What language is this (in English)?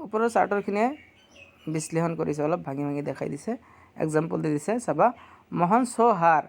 Assamese